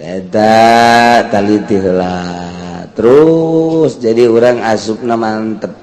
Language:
Sundanese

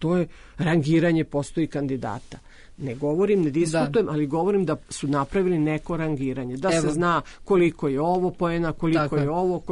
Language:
Serbian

